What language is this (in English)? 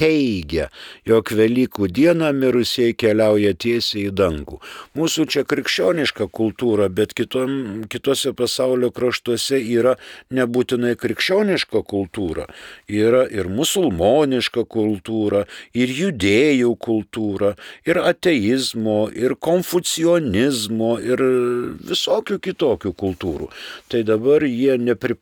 Lithuanian